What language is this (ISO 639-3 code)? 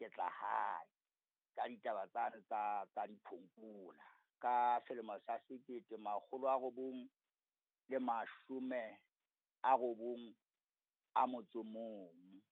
sot